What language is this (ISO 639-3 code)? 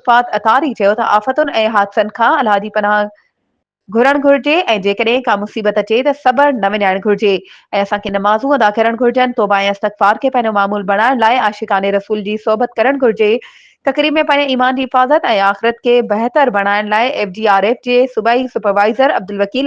snd